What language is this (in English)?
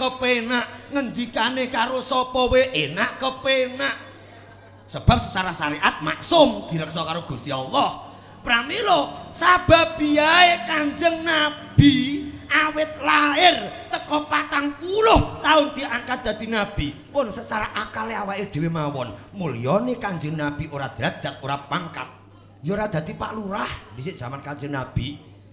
Javanese